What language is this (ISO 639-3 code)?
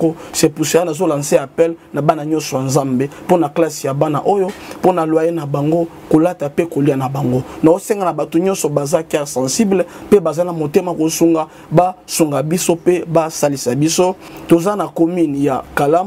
lin